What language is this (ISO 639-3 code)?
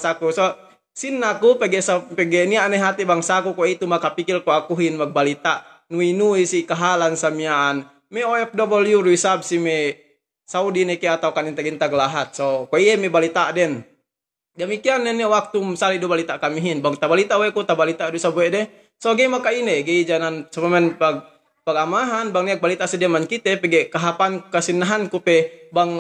yka